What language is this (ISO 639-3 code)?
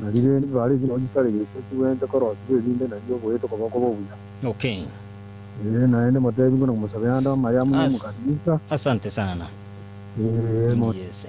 guz